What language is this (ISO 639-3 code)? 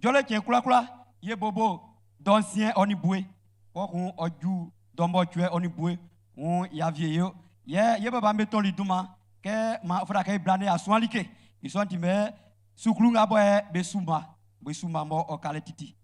bci